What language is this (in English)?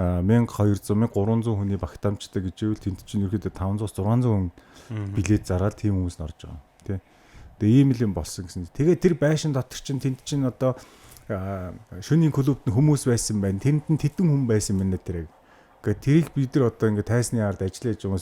Mongolian